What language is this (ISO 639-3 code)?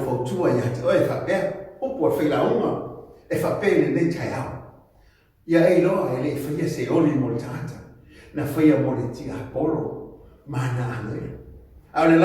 smo